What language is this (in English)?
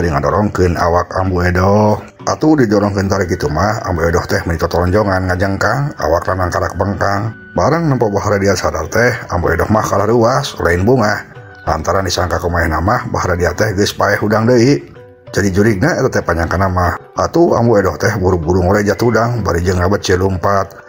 Sundanese